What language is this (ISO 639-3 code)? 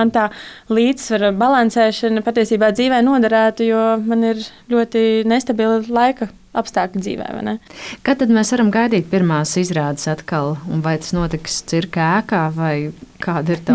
lav